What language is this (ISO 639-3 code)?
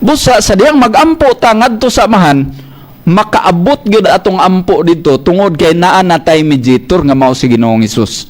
ceb